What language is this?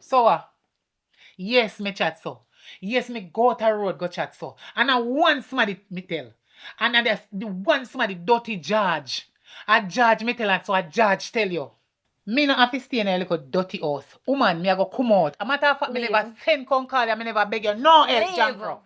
Jamaican Creole English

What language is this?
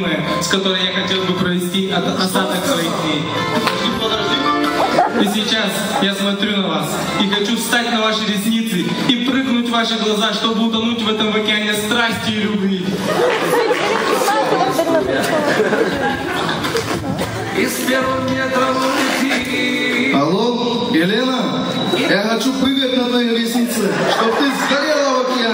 Russian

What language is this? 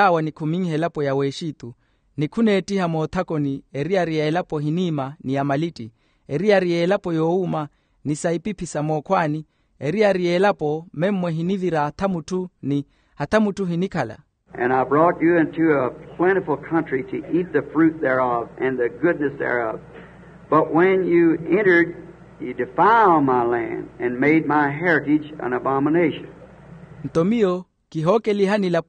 Makhuwa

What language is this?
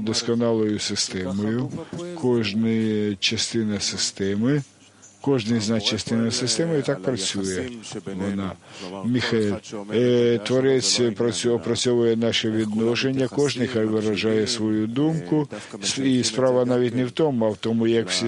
Ukrainian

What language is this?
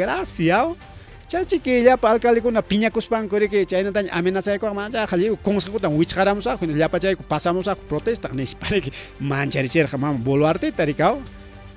Ayacucho Quechua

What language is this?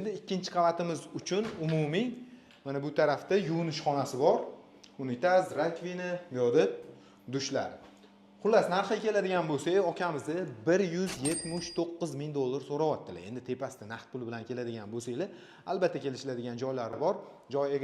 Uzbek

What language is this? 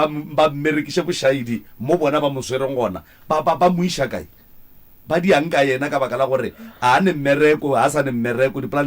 Northern Sotho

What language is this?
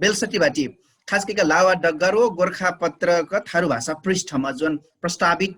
Dangaura Tharu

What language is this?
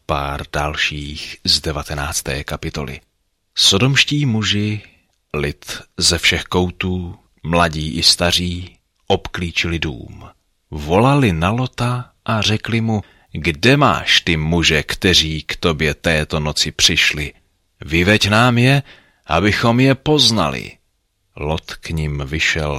Czech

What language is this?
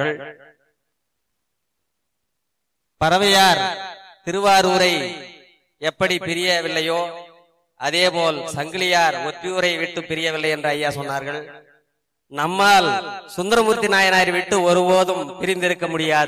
Tamil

